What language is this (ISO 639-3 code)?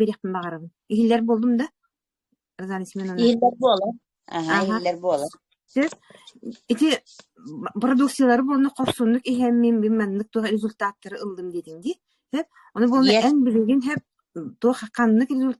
sah